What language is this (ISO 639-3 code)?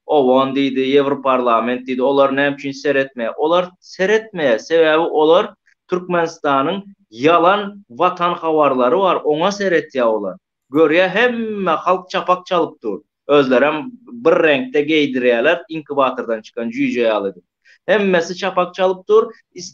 tuk